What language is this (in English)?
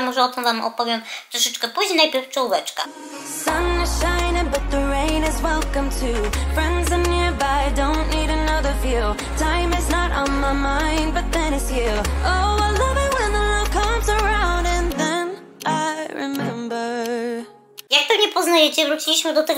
Polish